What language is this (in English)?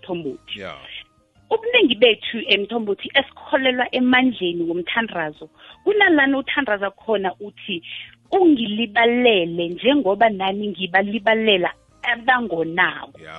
South Ndebele